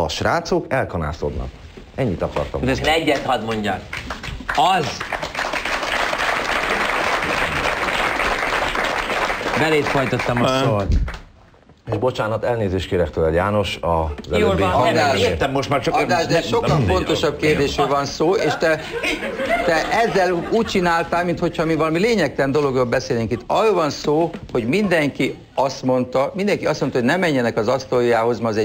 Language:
Hungarian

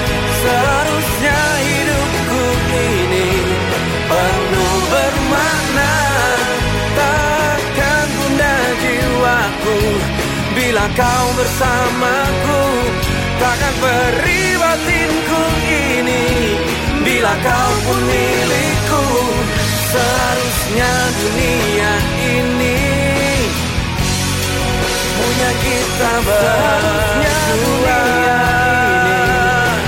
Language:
Indonesian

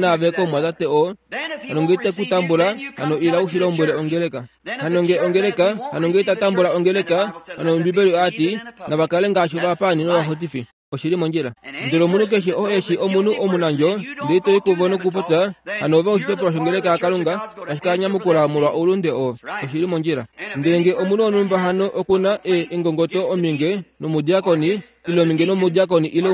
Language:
Kuanyama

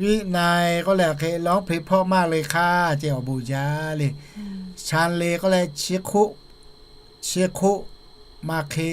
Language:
Lahu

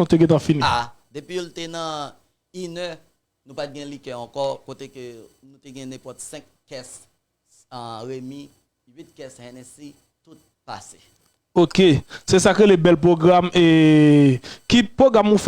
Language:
Haitian Creole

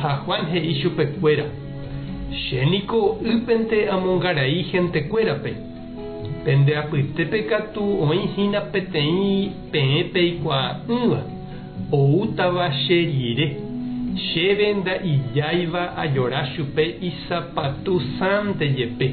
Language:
Guarani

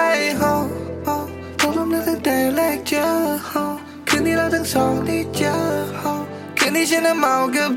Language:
Thai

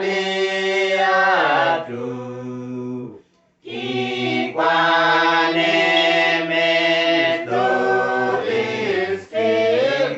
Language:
Uduk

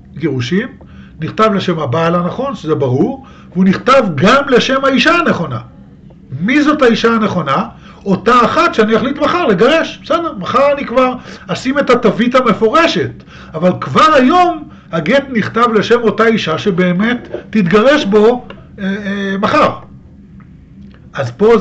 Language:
Hebrew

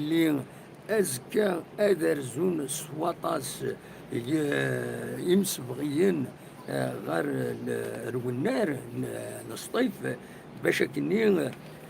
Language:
Kabyle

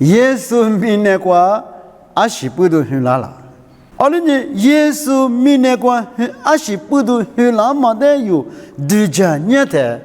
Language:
Lisu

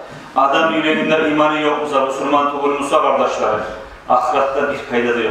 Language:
Kumyk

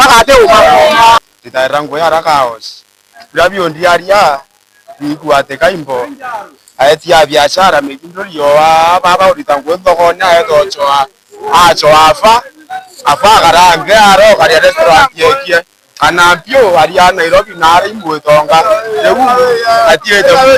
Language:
Meru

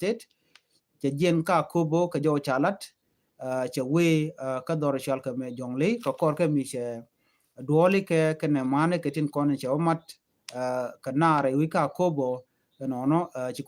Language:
Nuer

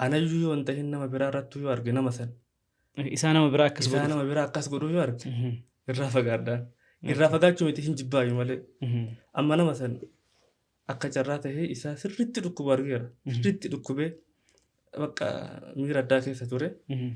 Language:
Oromo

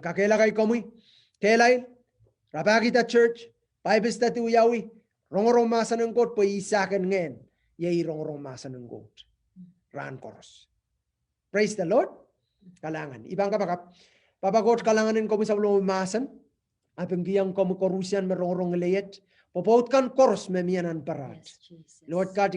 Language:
Pohnpeian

